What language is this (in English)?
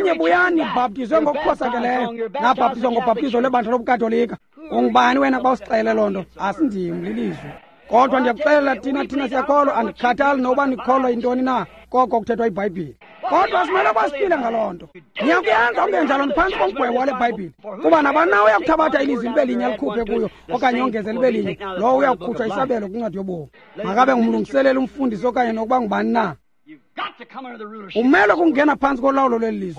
Xhosa